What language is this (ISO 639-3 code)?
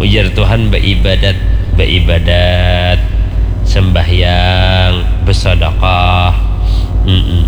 bjn